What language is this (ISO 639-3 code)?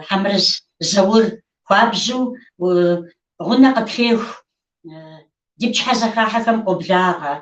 kbd